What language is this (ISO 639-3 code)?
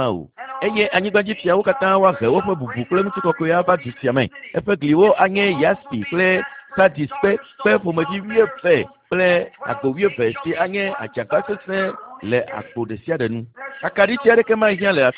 ewe